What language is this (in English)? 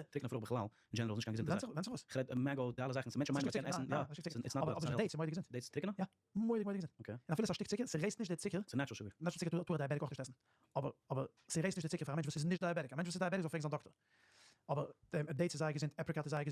Yiddish